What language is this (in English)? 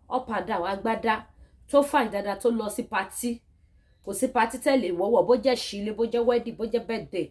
Yoruba